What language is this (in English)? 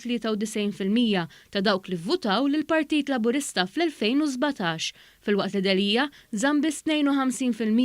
Maltese